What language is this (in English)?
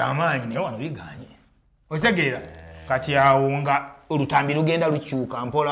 Ganda